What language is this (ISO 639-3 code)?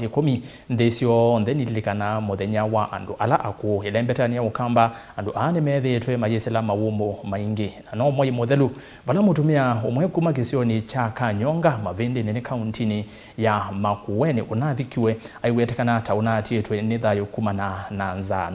kam